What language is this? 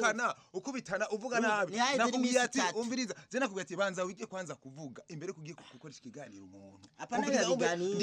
Rundi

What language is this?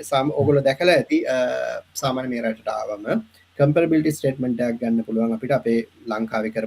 Sinhala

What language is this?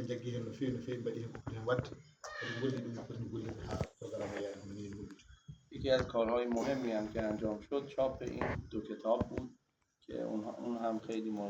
Fula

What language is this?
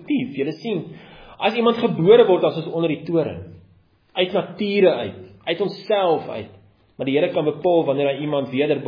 Afrikaans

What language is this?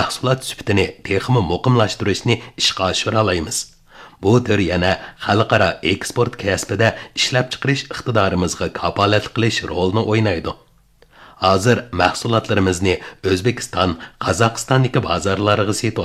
Uyghur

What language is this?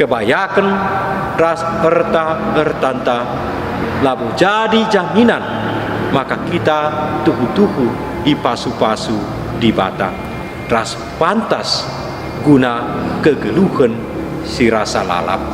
Batak Karo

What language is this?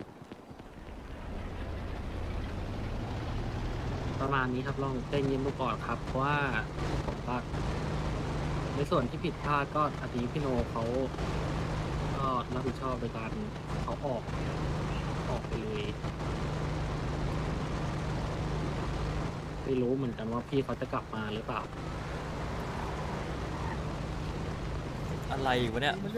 Thai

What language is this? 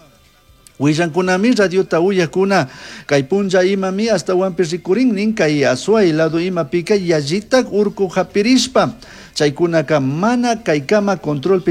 Chimborazo Highland Quichua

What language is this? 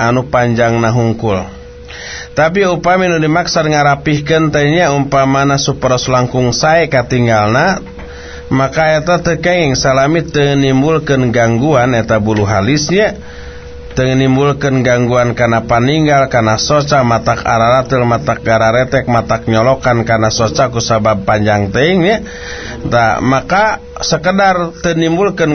Sundanese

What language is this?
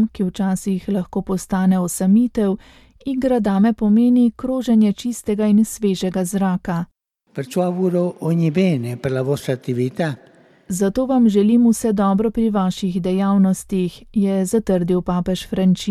Slovenian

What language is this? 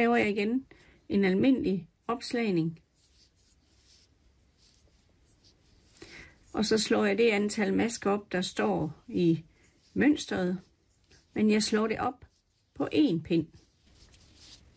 Danish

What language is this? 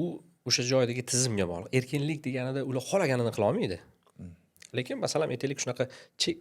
Uzbek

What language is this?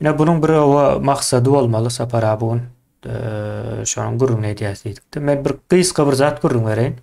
Turkmen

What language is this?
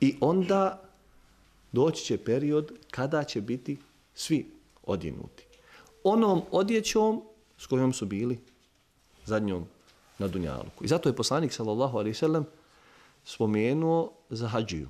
Bosnian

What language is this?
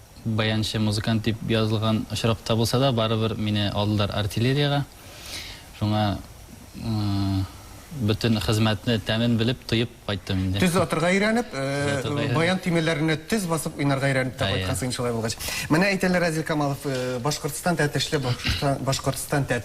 Tatar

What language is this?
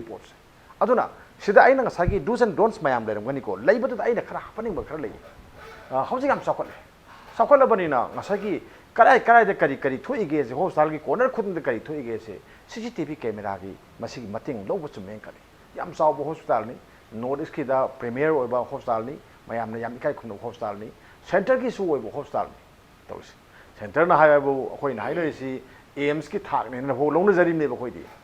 Manipuri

